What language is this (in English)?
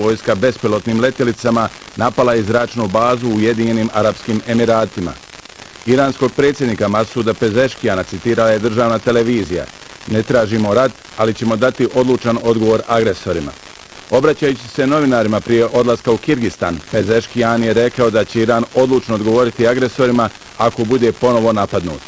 Bosnian